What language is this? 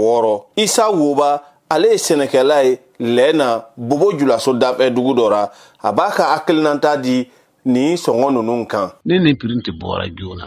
Bambara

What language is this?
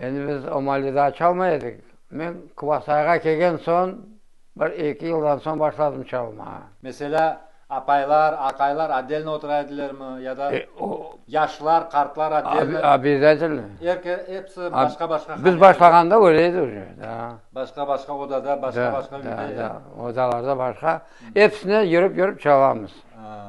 Crimean Tatar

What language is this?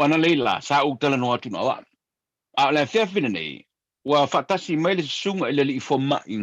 Samoan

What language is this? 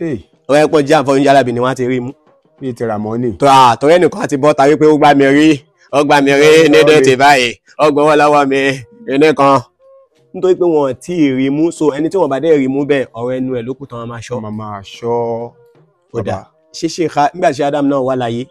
Yoruba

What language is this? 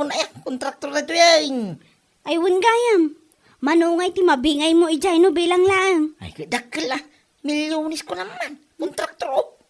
Iloko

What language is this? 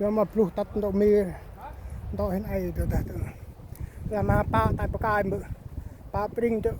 Central Mnong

